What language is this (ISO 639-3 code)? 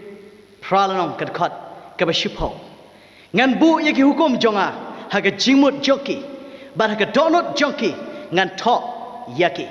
kha